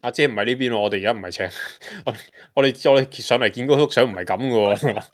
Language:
Cantonese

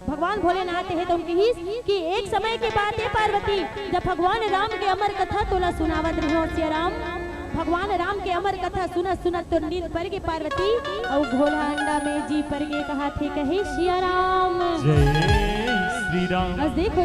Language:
Chhattisgarhi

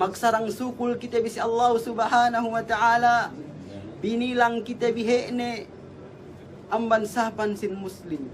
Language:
Yakan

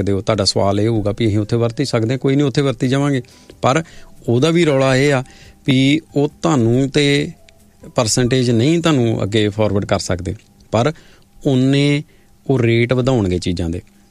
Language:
Punjabi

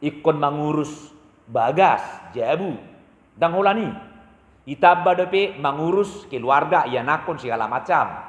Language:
Batak Toba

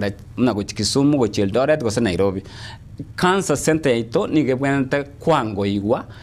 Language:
Gusii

